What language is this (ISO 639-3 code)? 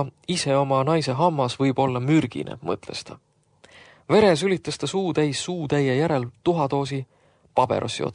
est